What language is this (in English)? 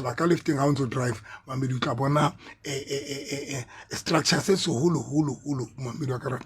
Southern Sotho